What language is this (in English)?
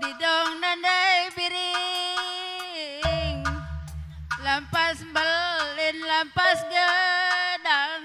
Batak Karo